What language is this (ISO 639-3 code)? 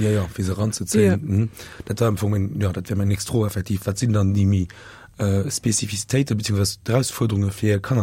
ltz